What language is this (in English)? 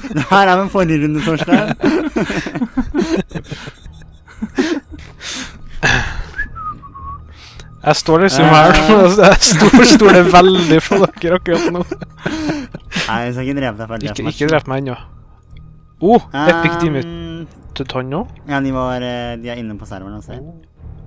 Norwegian